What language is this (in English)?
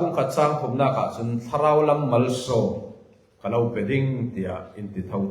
Falam Chin